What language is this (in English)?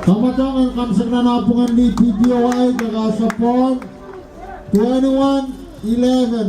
Pohnpeian